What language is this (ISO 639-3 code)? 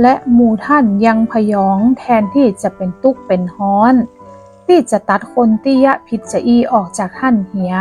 nod